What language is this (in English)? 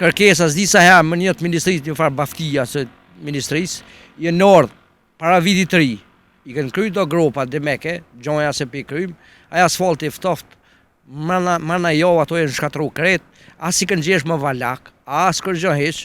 Albanian